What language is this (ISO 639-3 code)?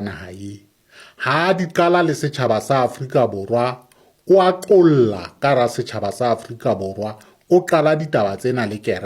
sot